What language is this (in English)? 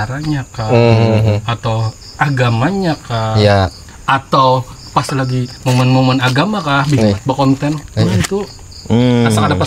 Banjar